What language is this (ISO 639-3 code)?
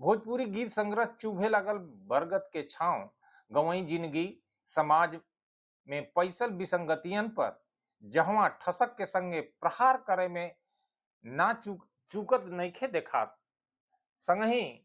bho